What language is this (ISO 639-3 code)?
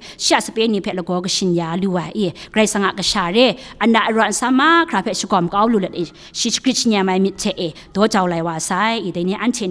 kac